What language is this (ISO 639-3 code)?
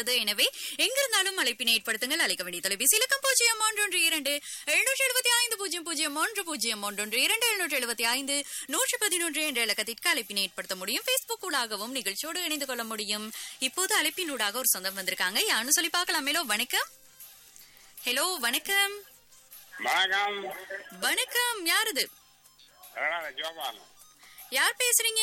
tam